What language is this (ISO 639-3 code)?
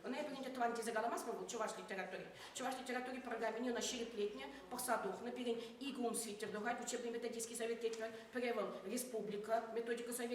chv